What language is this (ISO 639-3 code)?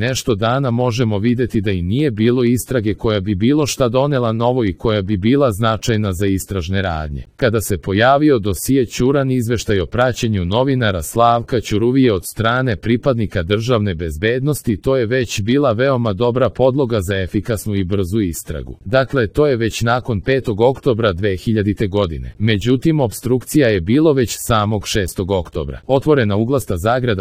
srp